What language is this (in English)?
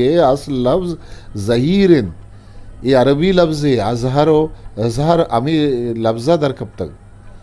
Eastern Balochi